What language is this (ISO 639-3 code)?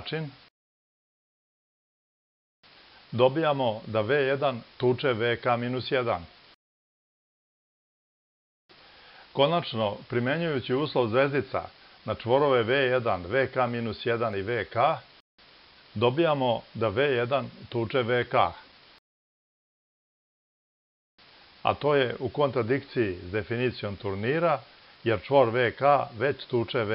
srp